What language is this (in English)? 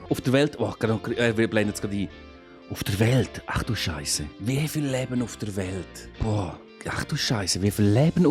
Swiss German